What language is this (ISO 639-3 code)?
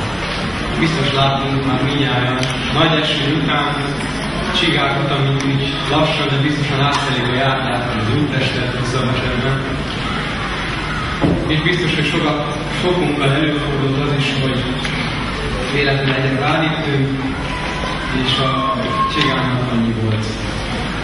hun